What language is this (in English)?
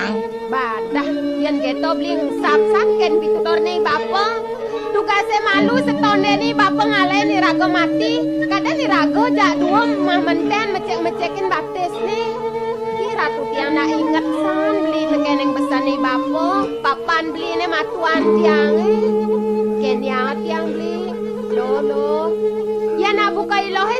Balinese